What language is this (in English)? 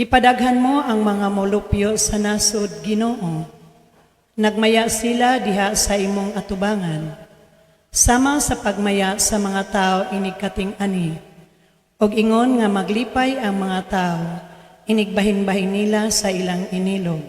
Cebuano